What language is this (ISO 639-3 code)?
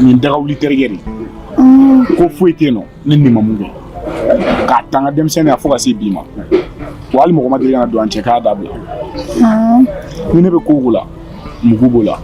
bam